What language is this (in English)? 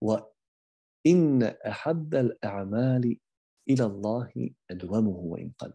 Bosnian